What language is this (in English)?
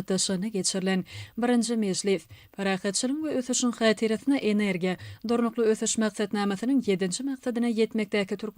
Turkmen